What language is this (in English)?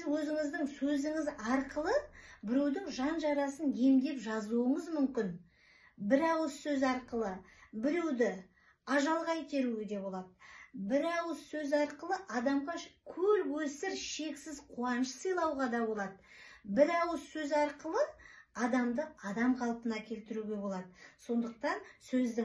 Kazakh